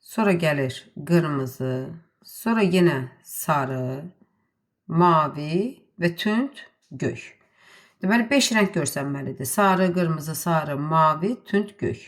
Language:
Azerbaijani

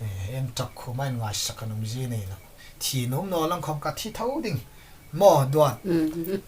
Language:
Hmar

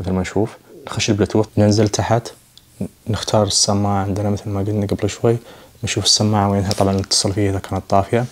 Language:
Najdi Arabic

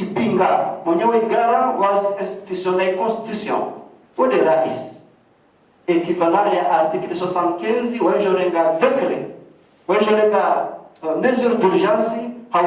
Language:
Ngazidja Comorian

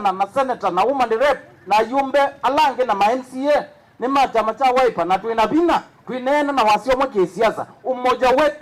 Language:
Kamba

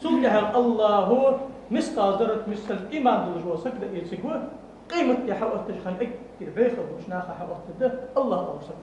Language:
Ingush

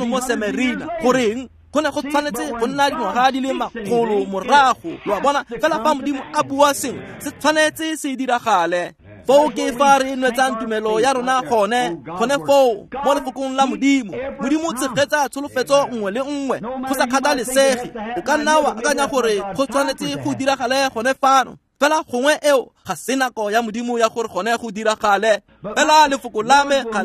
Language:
Tswana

